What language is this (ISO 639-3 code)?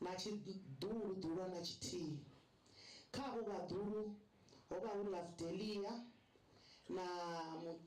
ven